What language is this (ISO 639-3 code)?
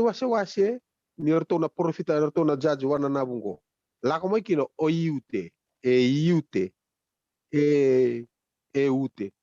fij